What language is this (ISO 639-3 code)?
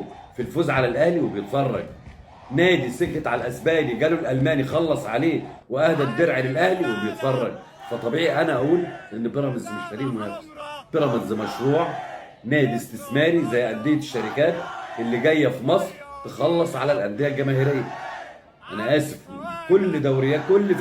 arz